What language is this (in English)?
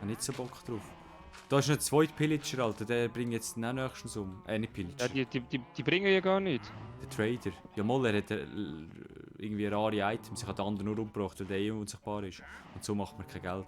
Swiss German